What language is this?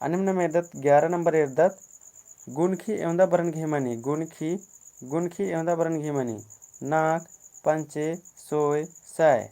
Kurukh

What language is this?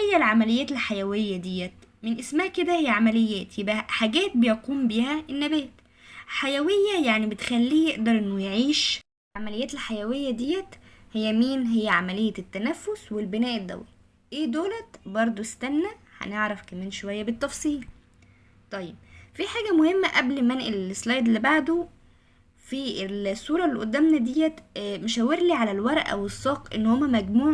Egyptian Arabic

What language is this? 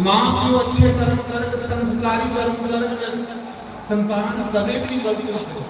Dogri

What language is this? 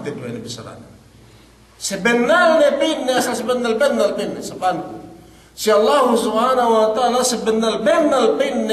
Yakan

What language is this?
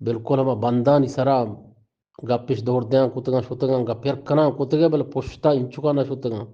Eastern Balochi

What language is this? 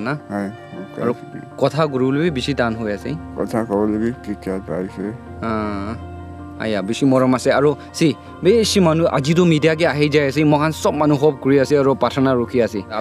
Naga Pidgin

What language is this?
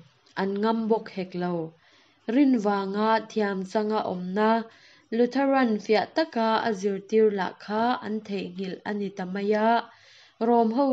Mizo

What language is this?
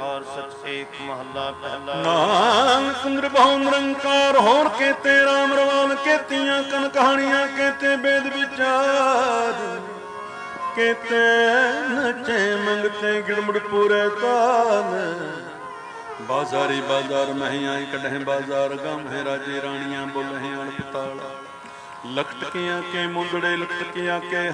Punjabi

